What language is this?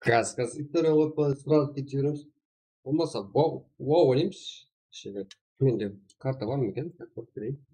Kara-Kalpak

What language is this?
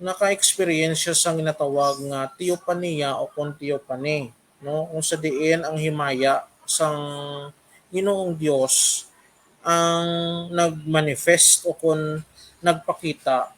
Hiligaynon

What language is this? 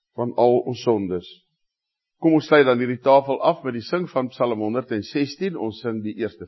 Afrikaans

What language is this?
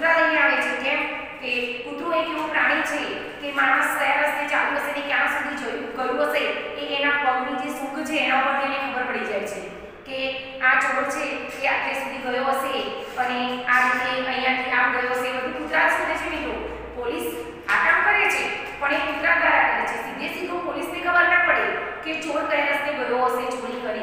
Gujarati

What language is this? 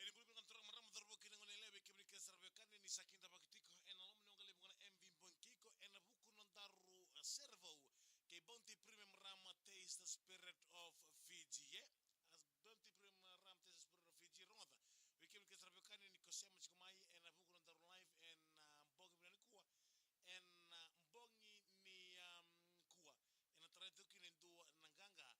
Fijian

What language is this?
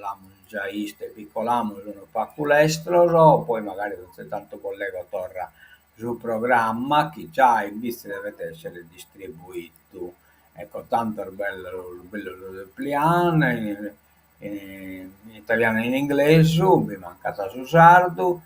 Sardinian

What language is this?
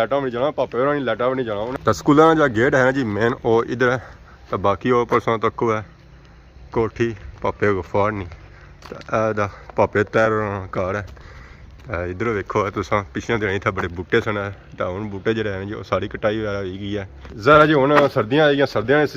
Pahari-Potwari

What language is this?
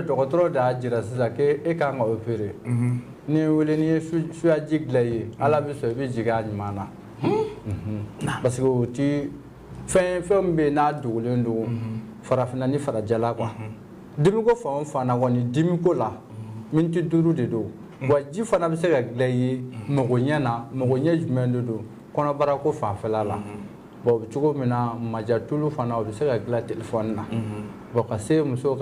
Bambara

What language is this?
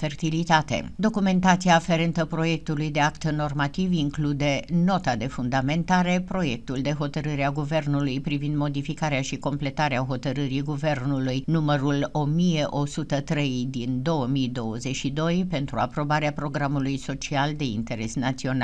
Romanian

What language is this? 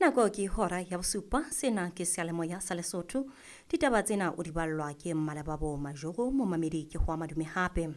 Southern Sotho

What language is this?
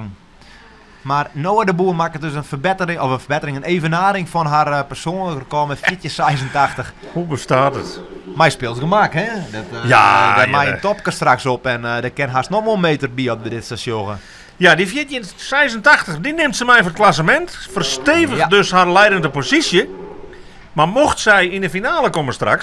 Western Frisian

